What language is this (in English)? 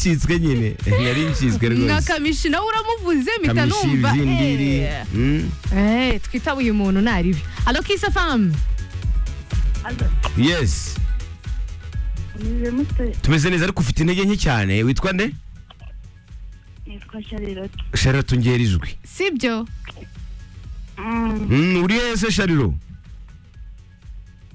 Kinyarwanda